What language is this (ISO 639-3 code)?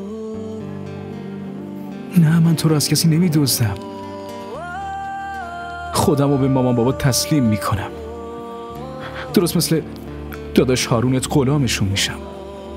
fas